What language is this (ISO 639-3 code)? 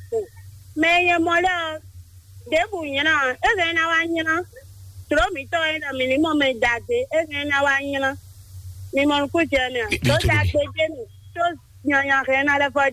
fon